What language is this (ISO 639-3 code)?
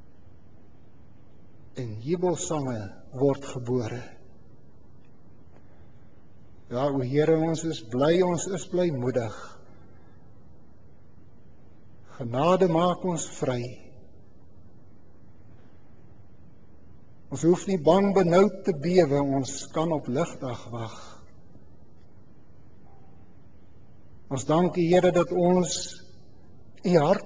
afr